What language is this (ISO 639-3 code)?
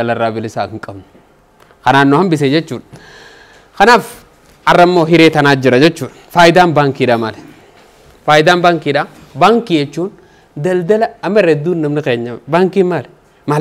orm